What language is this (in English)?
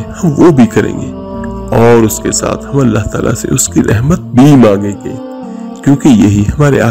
Urdu